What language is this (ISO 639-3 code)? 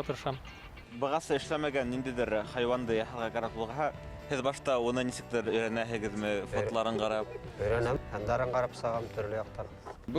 bak